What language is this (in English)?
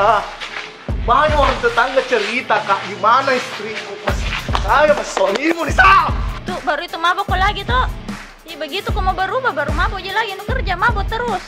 Makassar Malay